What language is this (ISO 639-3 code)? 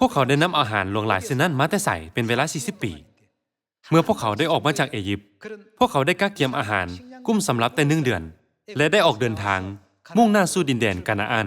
lao